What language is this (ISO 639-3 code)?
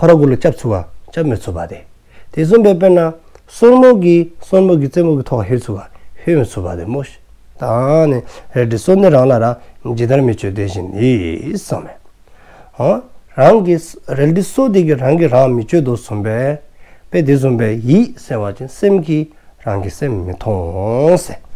dzo